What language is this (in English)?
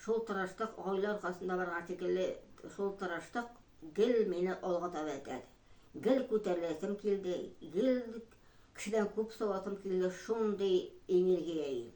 Tatar